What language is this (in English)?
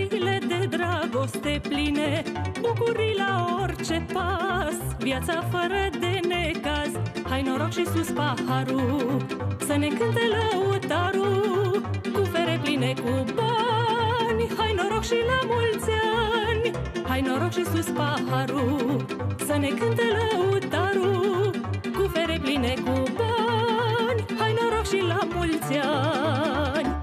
Romanian